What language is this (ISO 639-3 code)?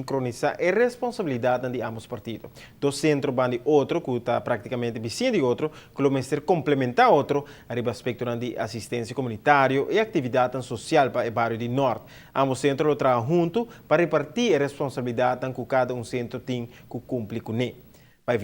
pap